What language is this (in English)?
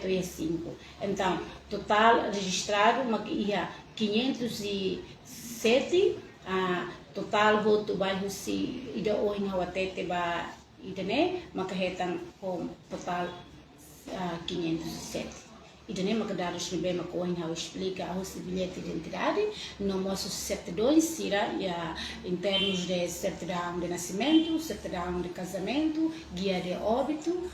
Tetum